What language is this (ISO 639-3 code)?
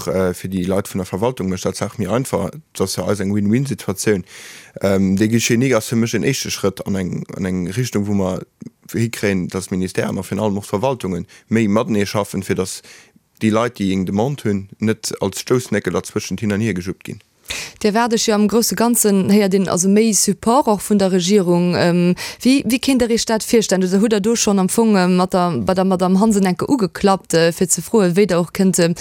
ltz